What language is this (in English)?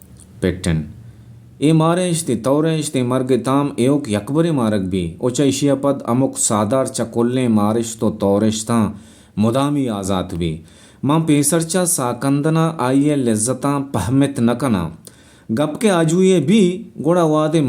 Baluchi